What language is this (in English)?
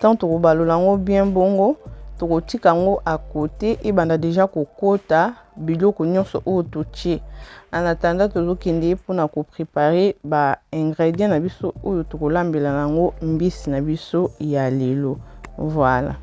Lingala